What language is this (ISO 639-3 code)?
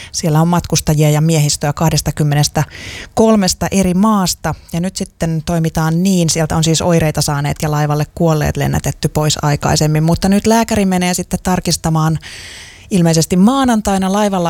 fin